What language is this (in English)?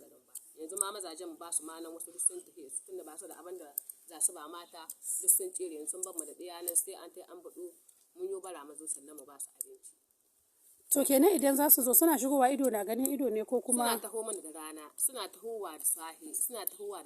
Hausa